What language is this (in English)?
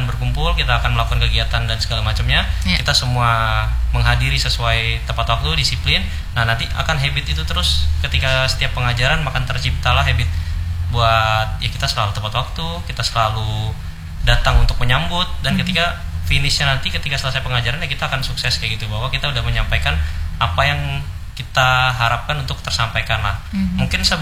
Indonesian